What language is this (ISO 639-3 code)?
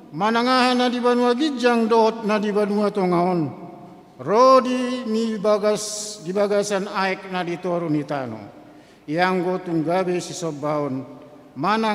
bbc